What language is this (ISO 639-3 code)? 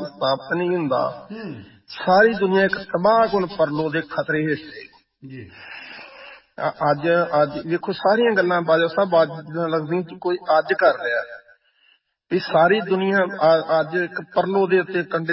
pan